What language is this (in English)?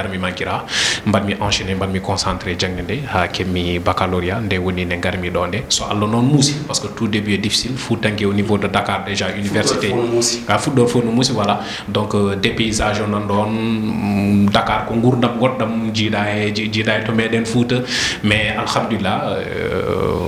Fula